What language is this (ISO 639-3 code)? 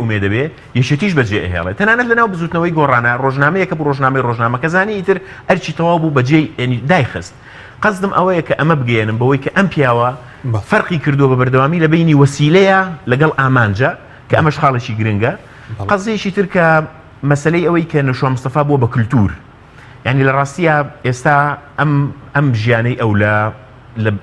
ckb